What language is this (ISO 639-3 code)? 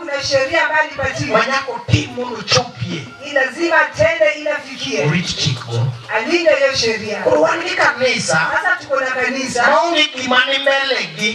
luo